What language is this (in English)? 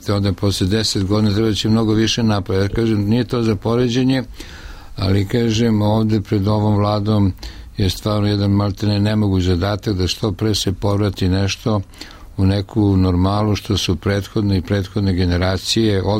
Serbian